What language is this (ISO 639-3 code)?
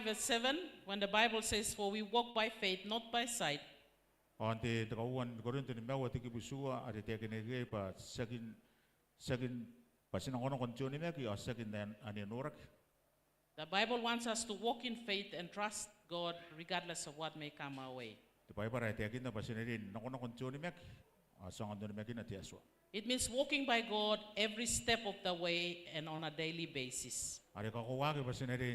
gil